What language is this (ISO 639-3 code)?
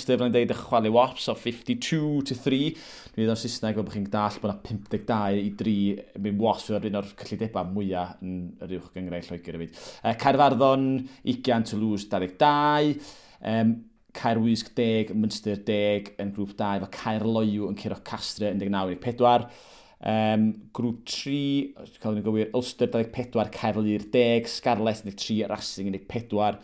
cym